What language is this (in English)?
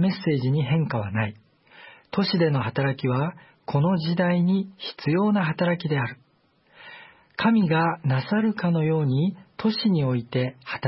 Japanese